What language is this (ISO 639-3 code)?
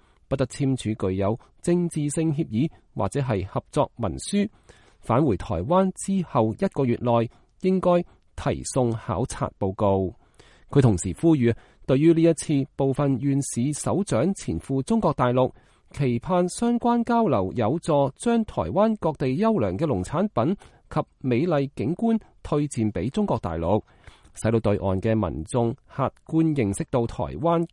yue